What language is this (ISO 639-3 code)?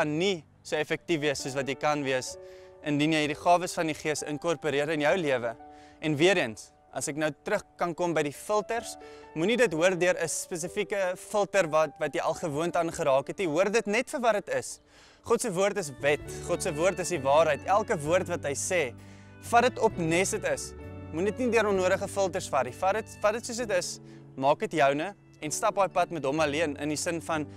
afr